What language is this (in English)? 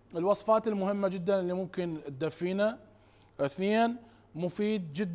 Mesopotamian Arabic